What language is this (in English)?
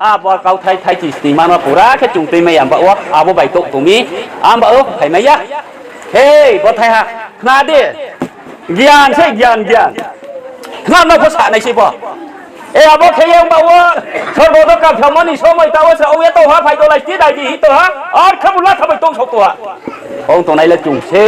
Riang (India)